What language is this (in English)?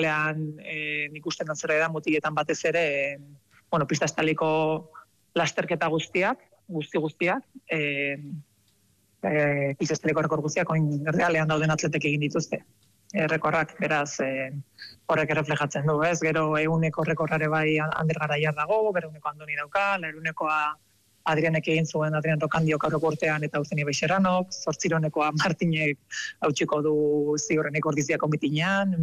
Basque